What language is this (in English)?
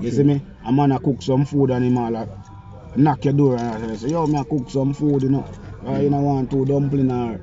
Jamaican Creole English